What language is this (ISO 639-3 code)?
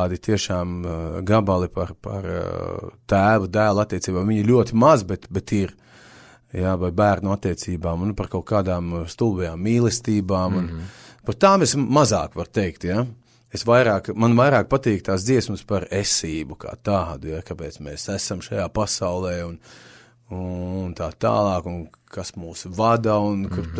lav